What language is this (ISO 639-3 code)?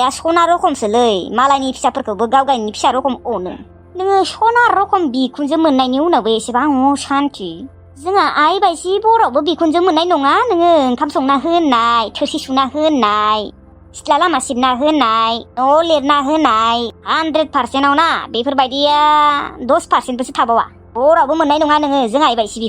brx